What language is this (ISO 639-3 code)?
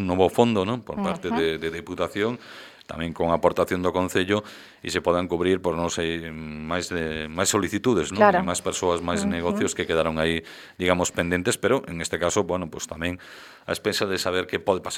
glg